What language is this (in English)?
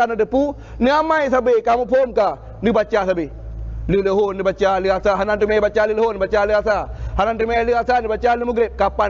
Achinese